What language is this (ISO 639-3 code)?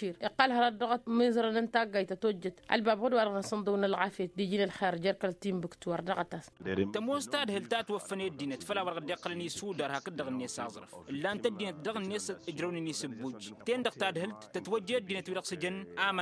taq